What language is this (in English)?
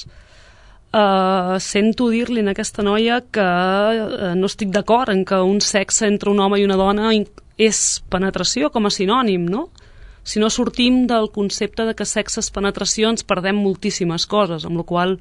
Catalan